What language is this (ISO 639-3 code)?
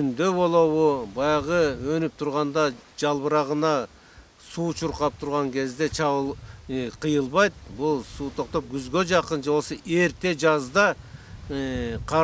kir